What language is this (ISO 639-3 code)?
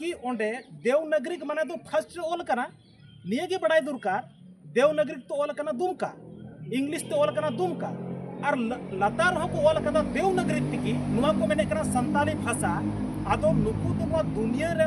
sat